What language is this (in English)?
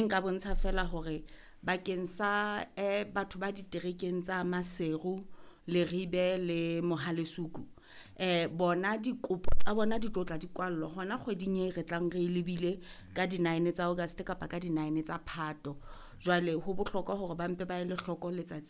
Southern Sotho